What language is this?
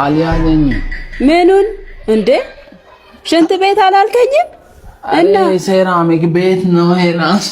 Amharic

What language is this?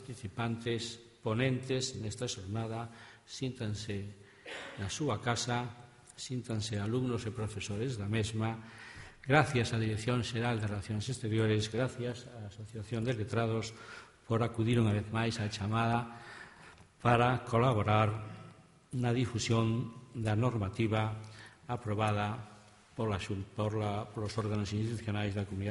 Galician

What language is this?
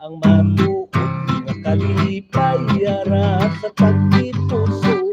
Hiligaynon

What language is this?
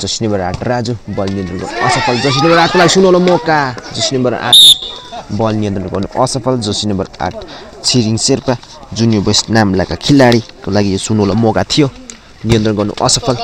Nepali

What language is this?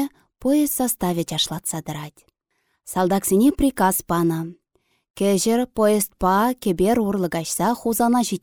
Chuvash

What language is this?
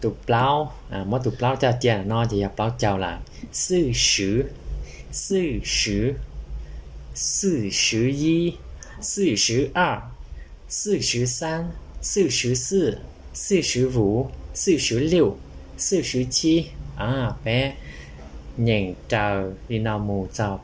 Hmong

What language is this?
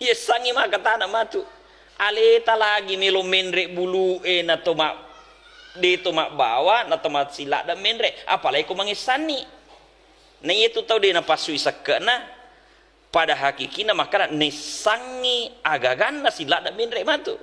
Buginese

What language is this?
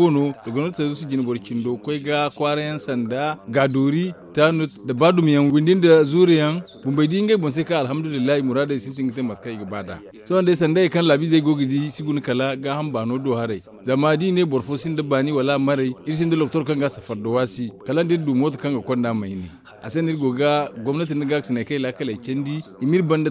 Zarma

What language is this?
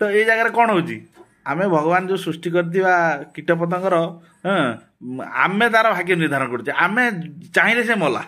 Odia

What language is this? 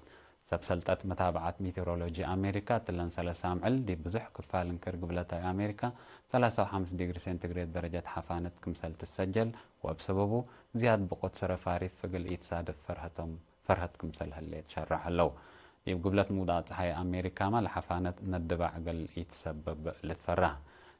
Tigre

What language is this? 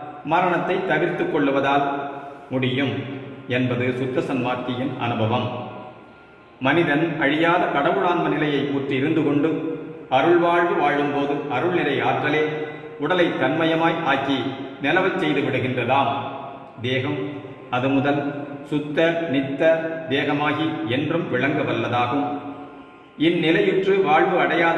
Tamil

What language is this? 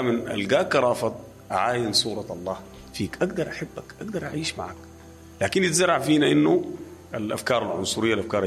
Sudanese Arabic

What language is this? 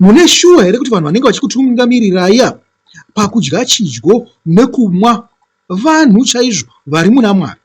Shona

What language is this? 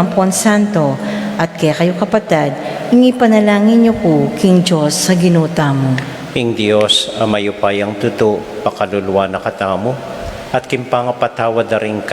Pampanga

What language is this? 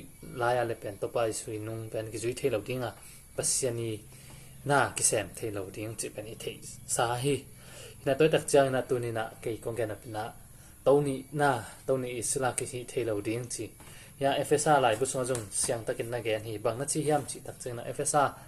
Tedim Chin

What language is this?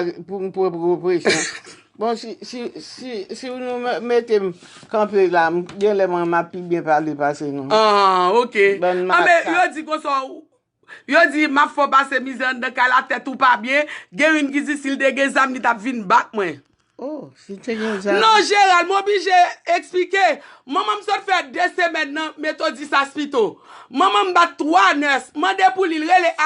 Haitian Creole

